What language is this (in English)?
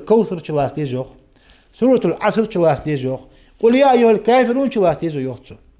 Ingush